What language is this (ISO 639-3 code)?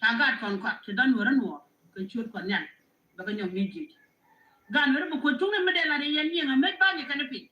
nus